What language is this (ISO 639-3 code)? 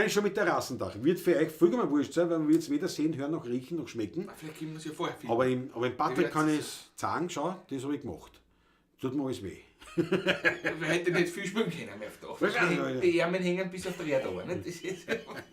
bar